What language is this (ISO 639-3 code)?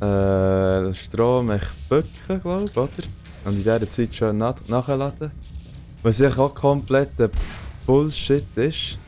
gsw